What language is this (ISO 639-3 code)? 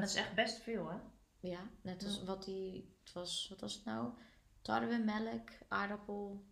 nld